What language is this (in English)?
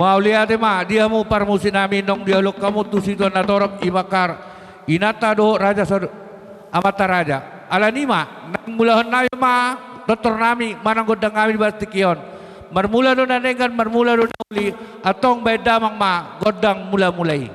Batak Toba